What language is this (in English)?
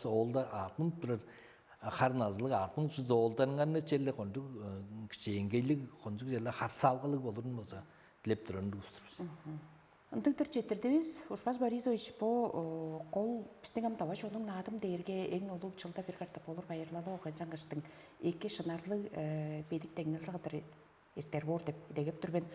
Tuvinian